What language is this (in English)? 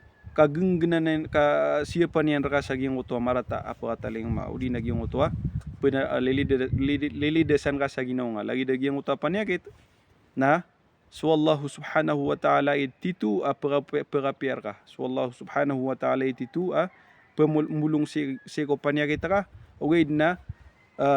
Maranao